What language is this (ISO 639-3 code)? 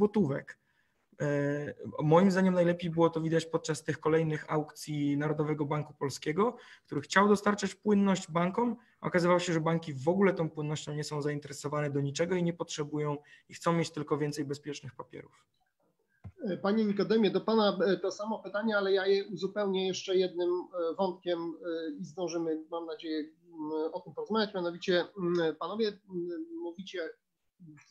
pol